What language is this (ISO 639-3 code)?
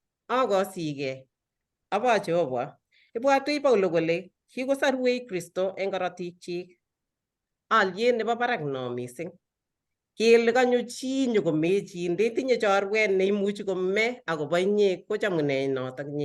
kln